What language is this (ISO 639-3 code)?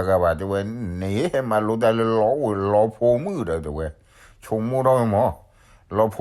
ksw